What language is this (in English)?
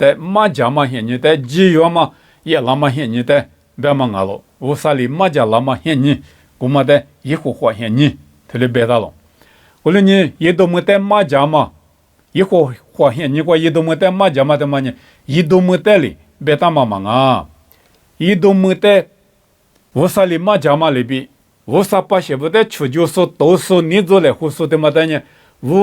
Lisu